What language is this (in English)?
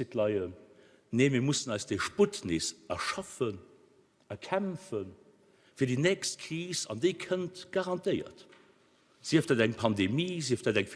Luxembourgish